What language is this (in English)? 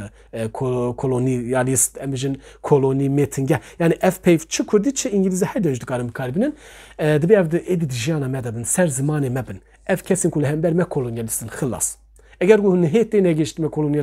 Kurdish